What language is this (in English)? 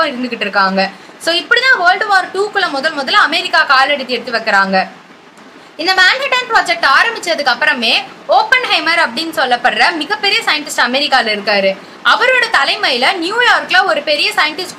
Tamil